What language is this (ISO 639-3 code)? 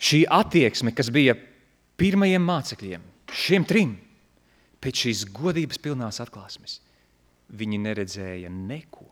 lav